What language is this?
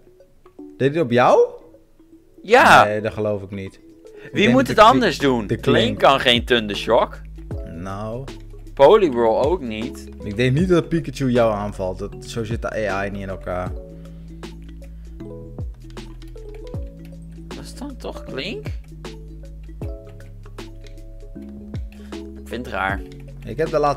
Dutch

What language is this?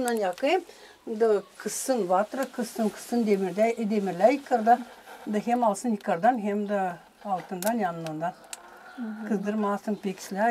Gagauz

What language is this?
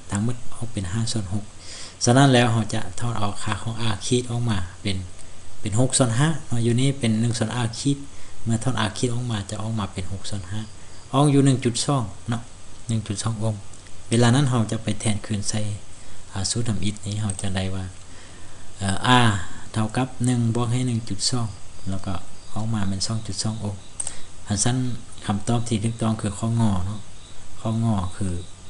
Lao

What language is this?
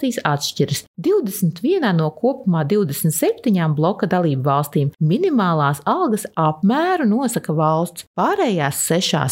Latvian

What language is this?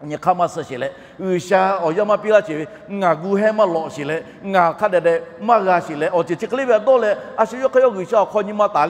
Lahu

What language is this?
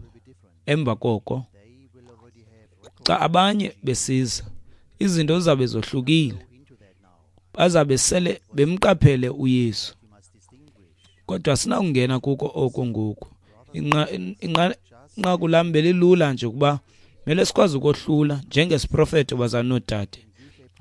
Xhosa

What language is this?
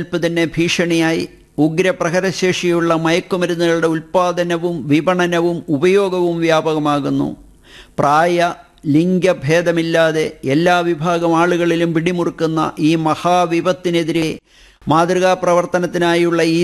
Malayalam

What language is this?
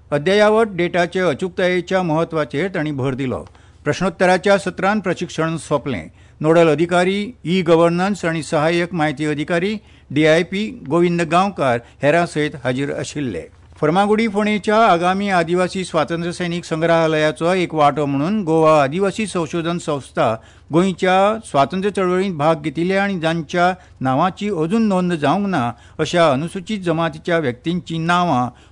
Konkani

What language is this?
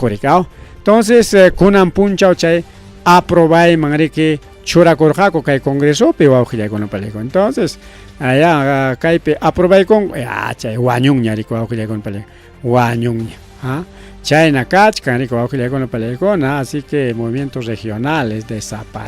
Ayacucho Quechua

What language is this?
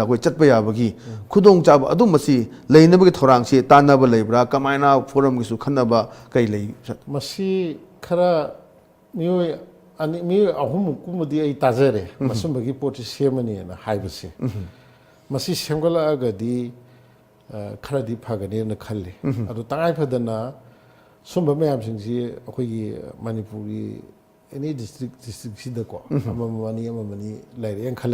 Manipuri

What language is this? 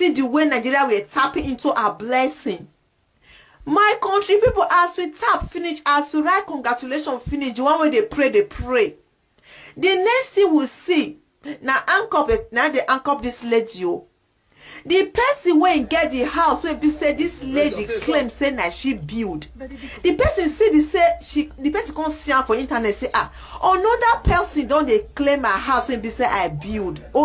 Nigerian Pidgin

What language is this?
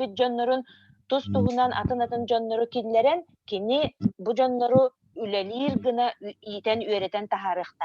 Yakut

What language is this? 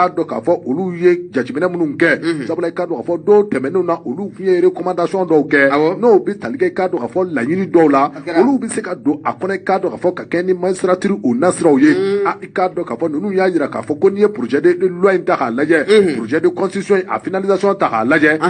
Bambara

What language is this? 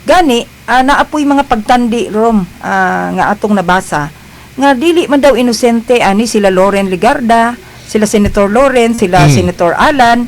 Cebuano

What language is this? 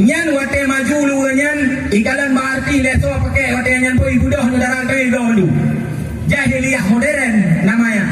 Achinese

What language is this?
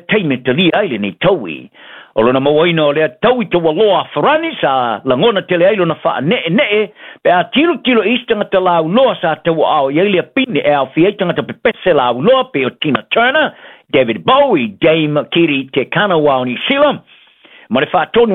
Samoan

